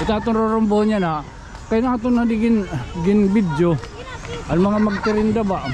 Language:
Waray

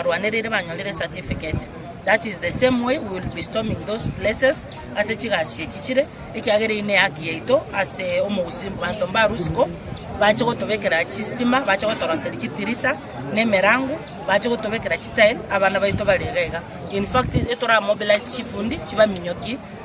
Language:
Gusii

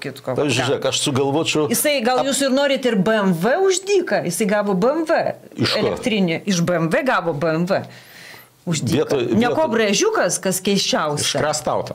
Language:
Lithuanian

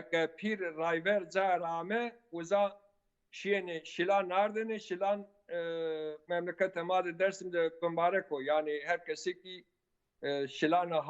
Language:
Zaza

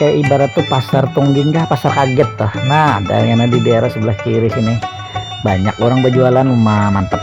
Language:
Banjar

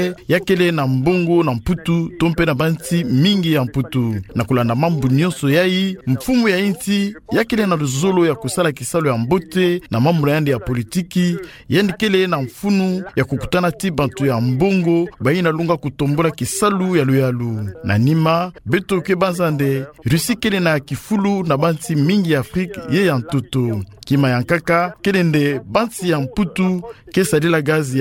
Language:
Kituba (Democratic Republic of Congo)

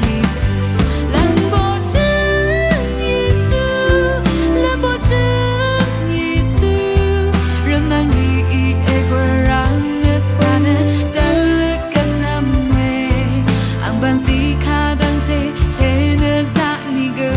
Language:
Rawang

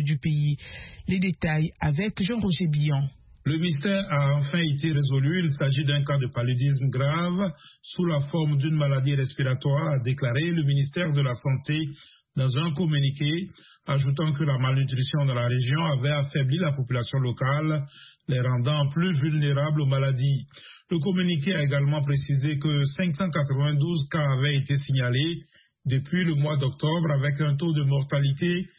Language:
French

